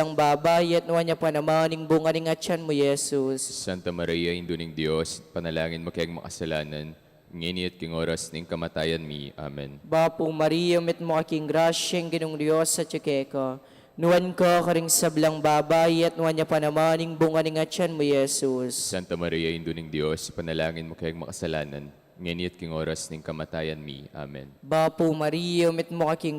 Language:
Pampanga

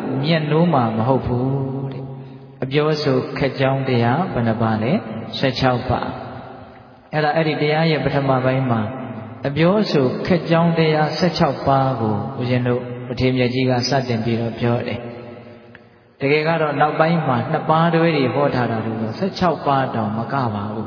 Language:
Burmese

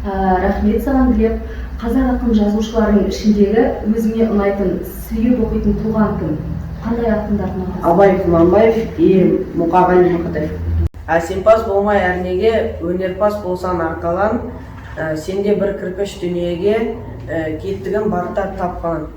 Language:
Kazakh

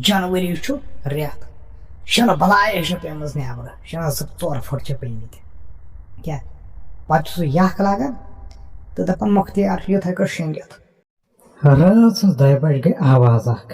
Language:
Kashmiri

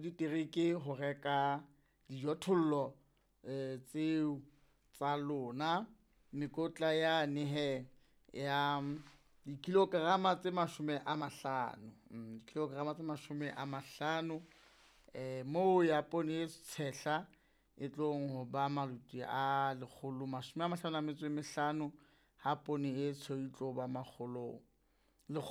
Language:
Southern Sotho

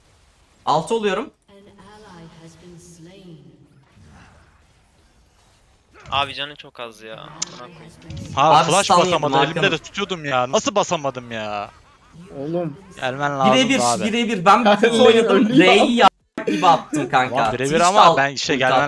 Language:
Turkish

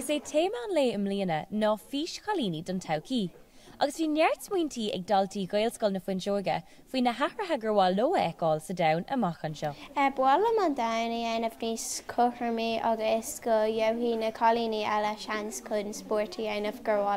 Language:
Irish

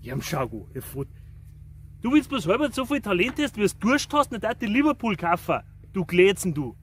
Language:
Bavarian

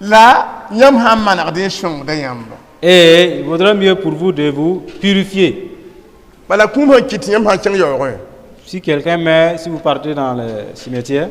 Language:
Mossi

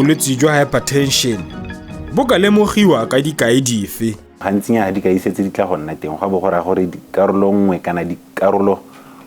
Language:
Tswana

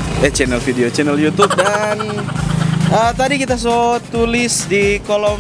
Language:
Manado Malay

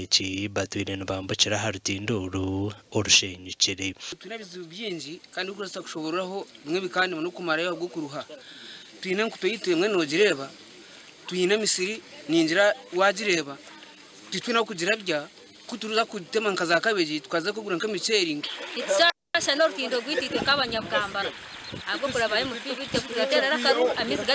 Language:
Nyankole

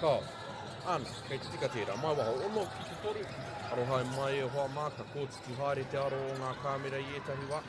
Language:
Māori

